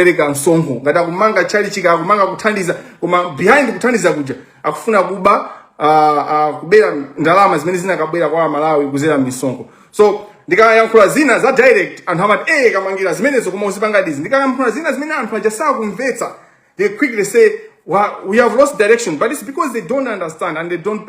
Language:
Nyanja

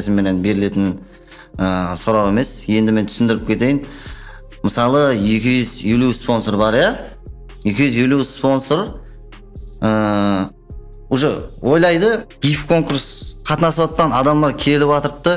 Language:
Kara-Kalpak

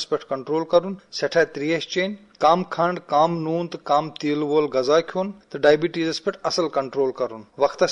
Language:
Kashmiri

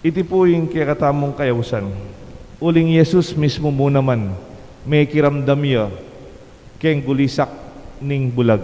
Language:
Pampanga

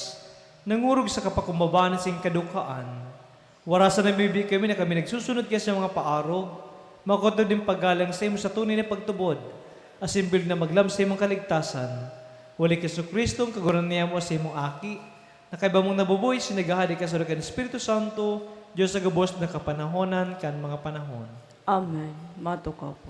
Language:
Bikol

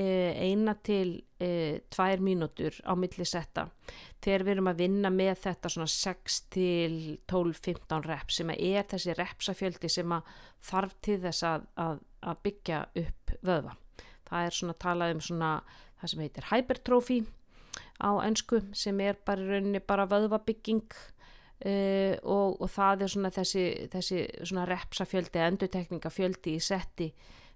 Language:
Icelandic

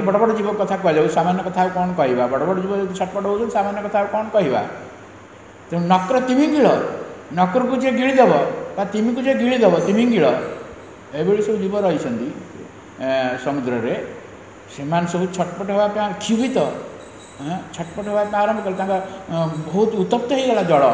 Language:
Odia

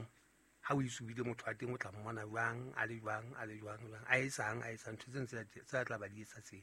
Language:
Southern Sotho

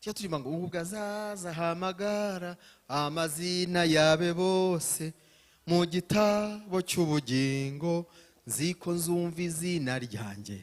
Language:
Kinyarwanda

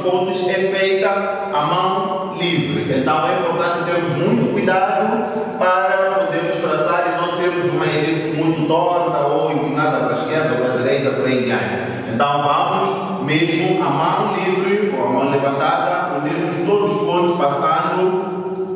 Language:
Portuguese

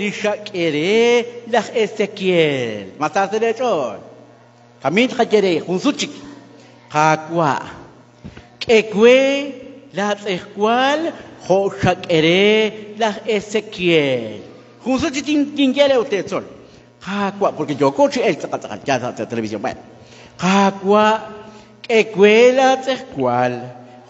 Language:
Kekchí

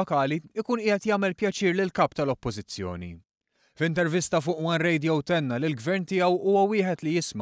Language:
Maltese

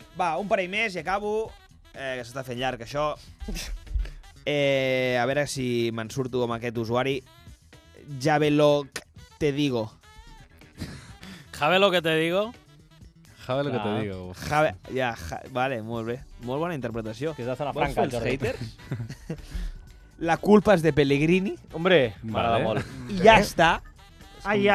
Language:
Catalan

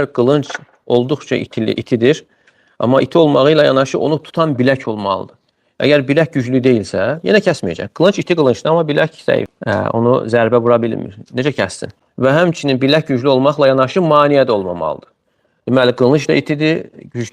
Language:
Azerbaijani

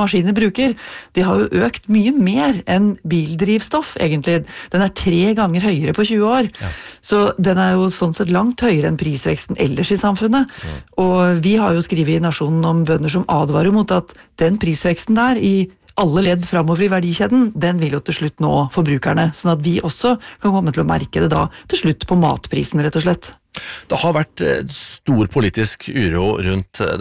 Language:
Norwegian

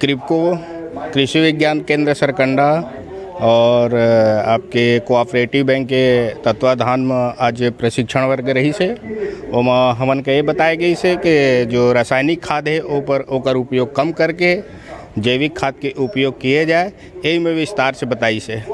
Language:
Chhattisgarhi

